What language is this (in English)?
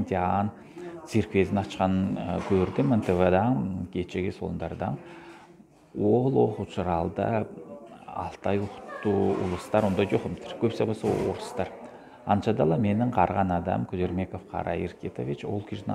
Southern Altai